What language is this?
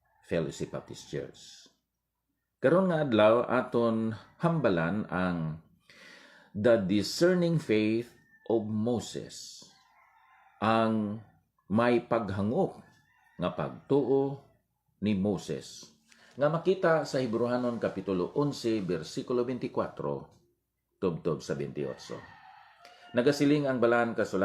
Hiligaynon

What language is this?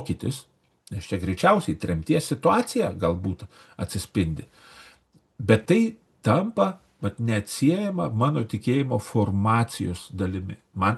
Lithuanian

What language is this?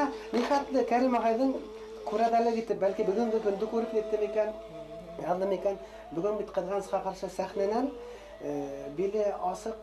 Bashkir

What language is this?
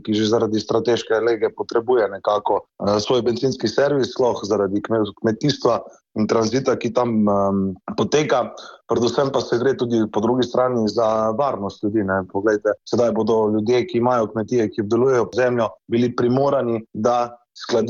Slovenian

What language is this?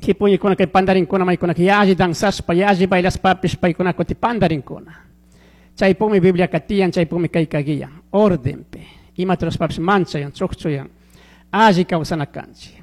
Chimborazo Highland Quichua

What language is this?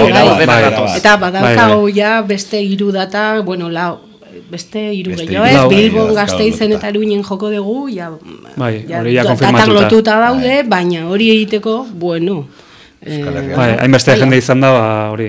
Basque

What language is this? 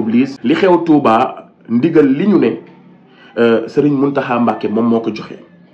Wolof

